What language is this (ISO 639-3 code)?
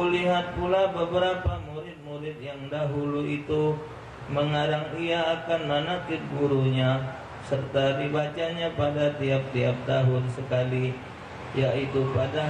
mui